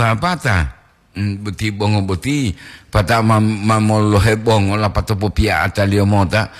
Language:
Gorontalo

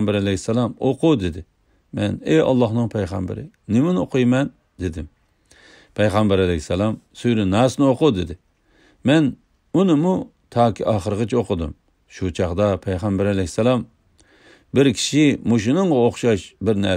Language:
Uyghur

